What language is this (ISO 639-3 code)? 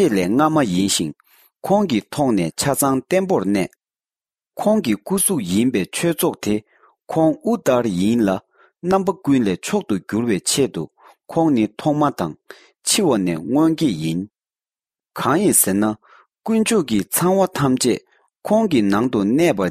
bod